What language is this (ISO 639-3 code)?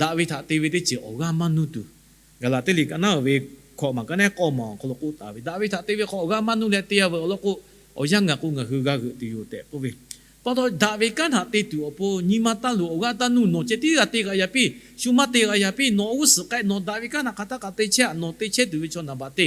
lhu